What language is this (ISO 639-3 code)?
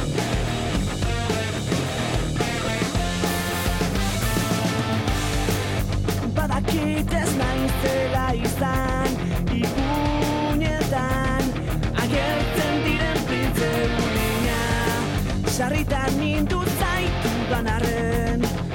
eus